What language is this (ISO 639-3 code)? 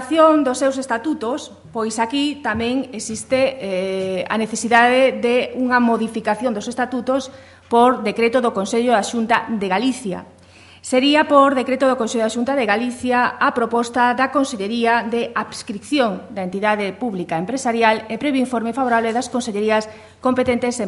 glg